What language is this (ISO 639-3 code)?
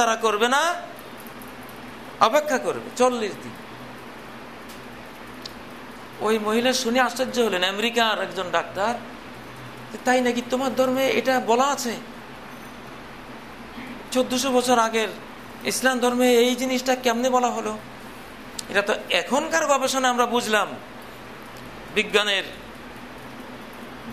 ben